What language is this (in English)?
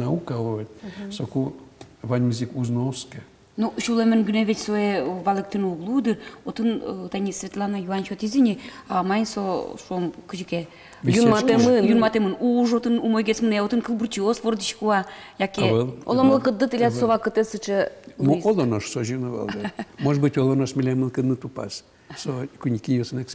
Udmurt